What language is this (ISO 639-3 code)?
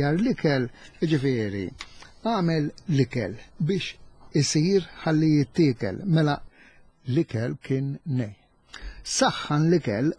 mlt